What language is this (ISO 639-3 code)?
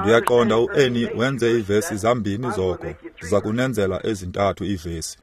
xho